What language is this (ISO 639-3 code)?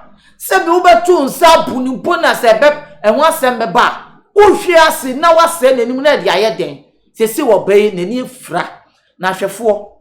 aka